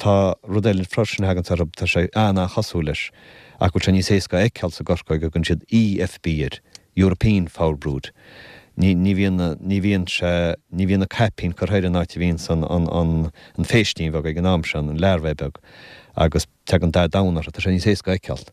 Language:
Irish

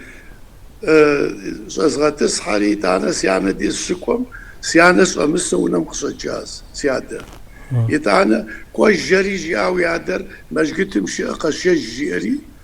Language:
Kabardian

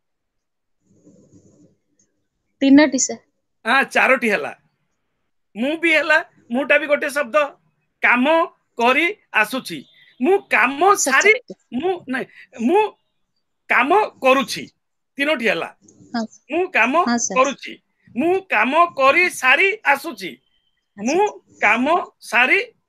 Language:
Odia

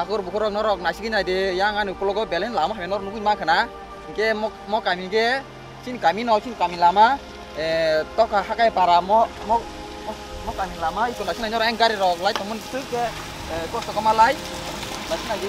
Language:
Kok Borok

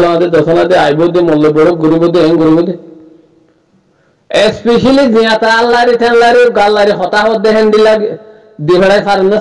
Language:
Rohingya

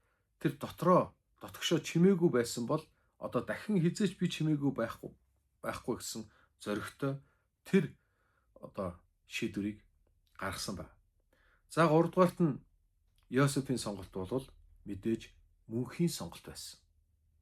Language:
Mongolian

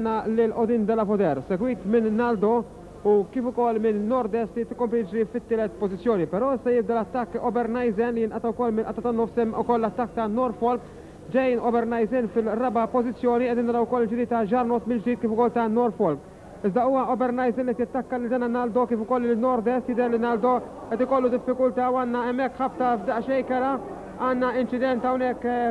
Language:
Maltese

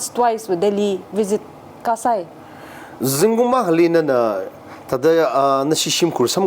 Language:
Tangkhul Naga (India)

